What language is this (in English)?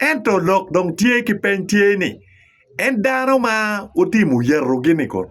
Acoli